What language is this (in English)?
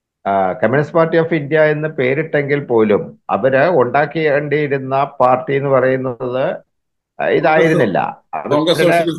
Malayalam